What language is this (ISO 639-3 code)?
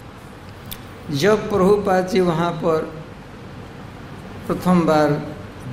hin